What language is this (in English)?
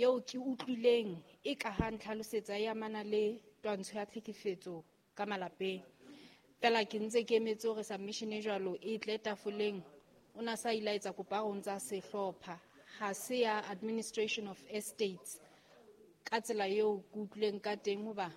Southern Sotho